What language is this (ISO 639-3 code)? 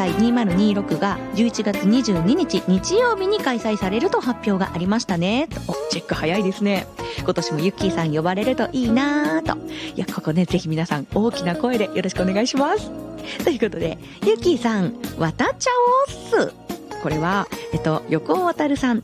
jpn